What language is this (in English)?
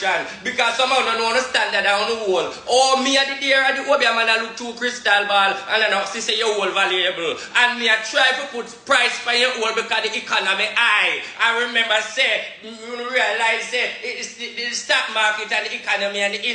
Jamaican Creole English